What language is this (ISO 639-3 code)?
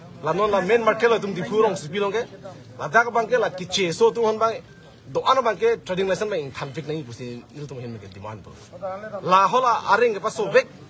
mjw